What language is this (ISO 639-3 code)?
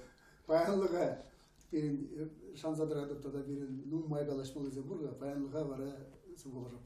chv